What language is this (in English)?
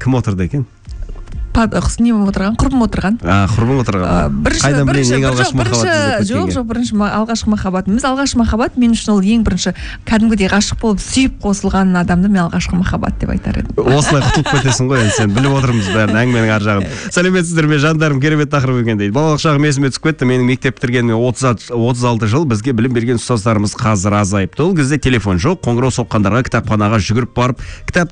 Kazakh